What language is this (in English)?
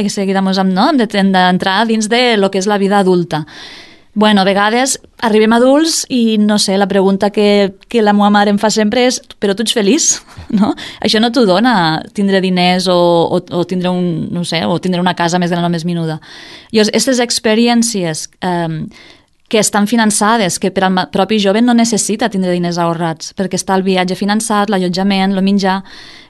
Catalan